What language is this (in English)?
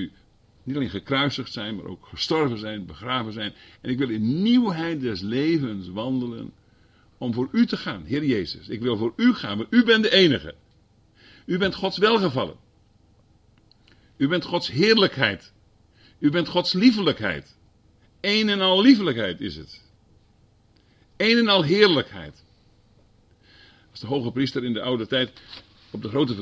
Dutch